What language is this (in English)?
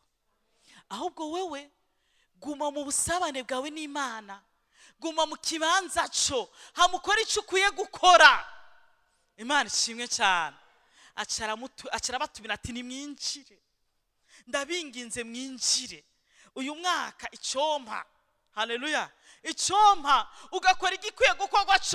Rundi